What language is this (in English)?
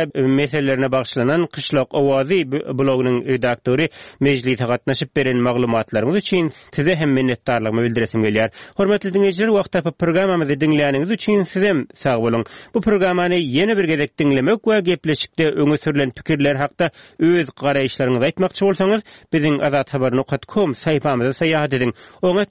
Turkmen